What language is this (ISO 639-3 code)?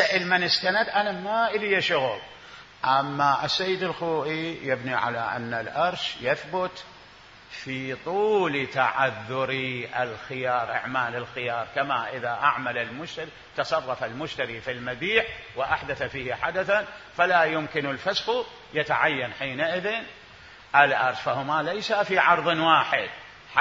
acm